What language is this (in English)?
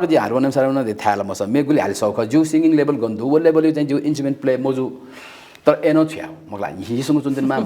Newari